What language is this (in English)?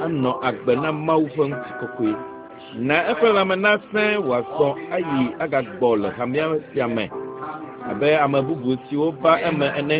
Ewe